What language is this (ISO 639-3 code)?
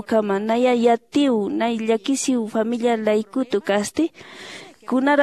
aym